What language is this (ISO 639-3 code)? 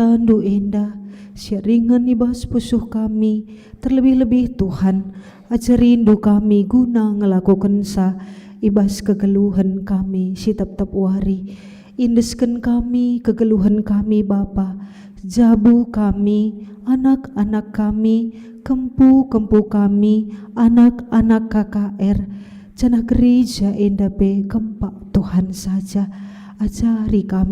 btx